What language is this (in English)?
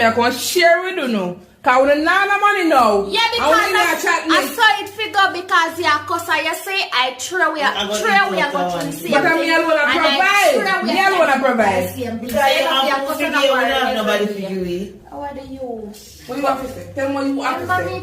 Jamaican Creole English